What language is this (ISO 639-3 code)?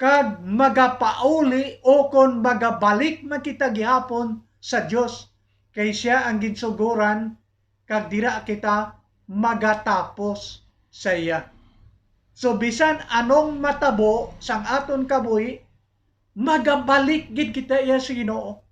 hil